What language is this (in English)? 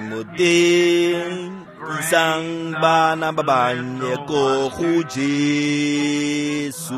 Tswana